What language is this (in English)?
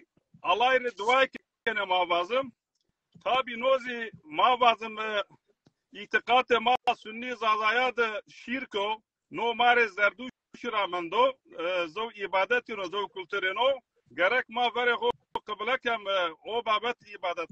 Zaza